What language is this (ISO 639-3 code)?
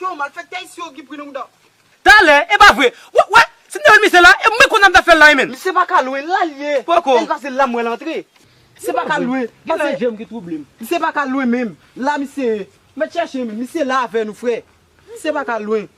hat